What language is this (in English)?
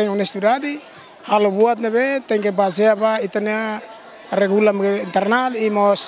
Tetum